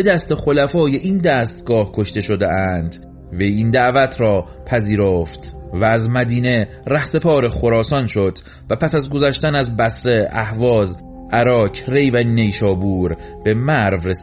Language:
Persian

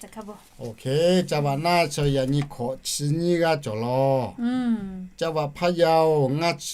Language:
Lahu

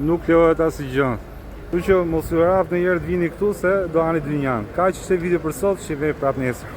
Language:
Albanian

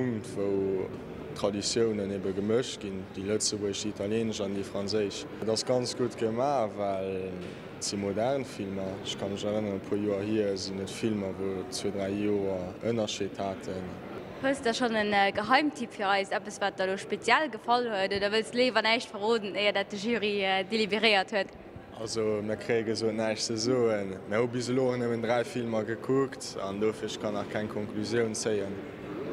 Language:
Luxembourgish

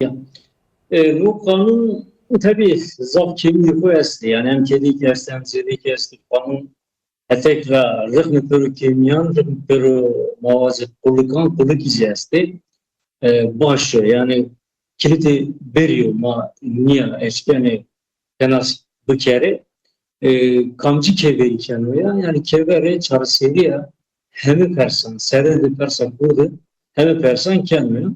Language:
Zaza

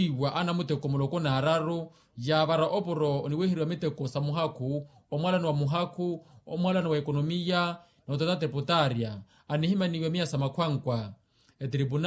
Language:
Makhuwa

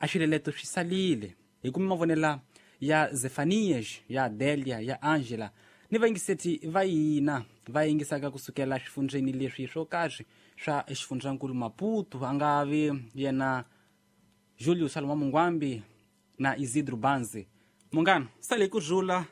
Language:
Tsonga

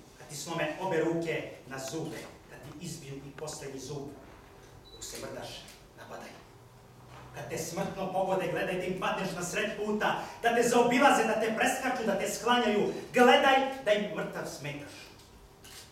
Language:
Serbian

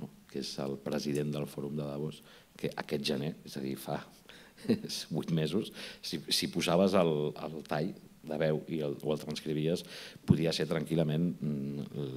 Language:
Catalan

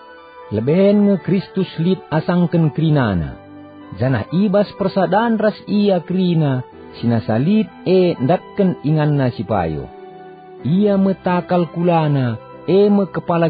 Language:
Batak Karo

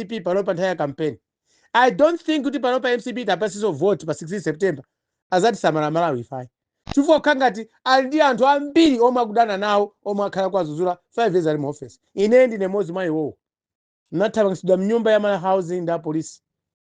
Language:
Nyanja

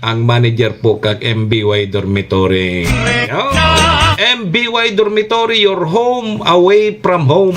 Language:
Bikol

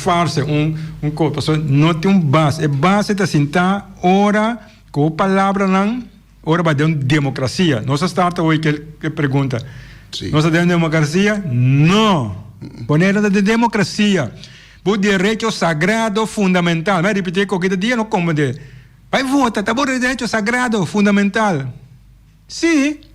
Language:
Papiamento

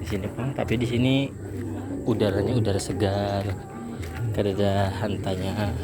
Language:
Banjar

